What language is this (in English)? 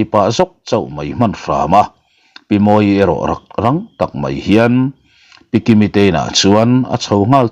Mizo